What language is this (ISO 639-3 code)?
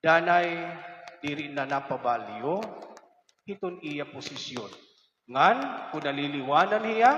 war